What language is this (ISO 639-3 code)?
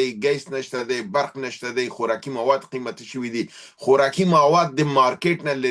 pus